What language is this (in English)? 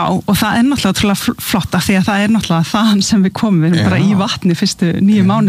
Icelandic